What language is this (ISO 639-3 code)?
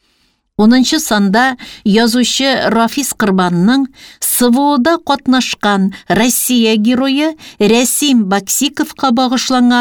tat